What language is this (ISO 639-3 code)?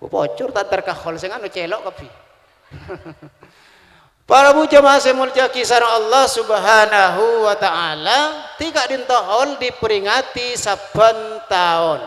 mad